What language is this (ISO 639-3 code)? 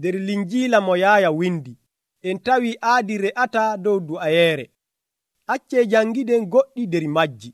fuv